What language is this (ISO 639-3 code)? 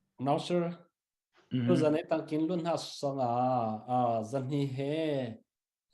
cfm